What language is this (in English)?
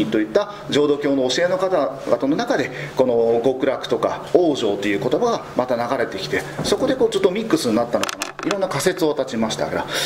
Japanese